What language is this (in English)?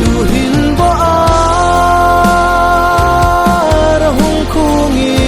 Hmar